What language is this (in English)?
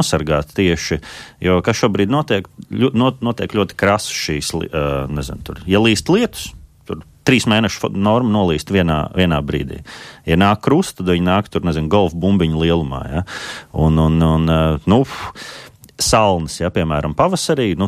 Latvian